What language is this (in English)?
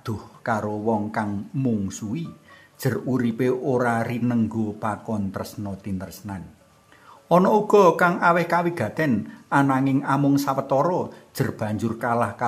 Javanese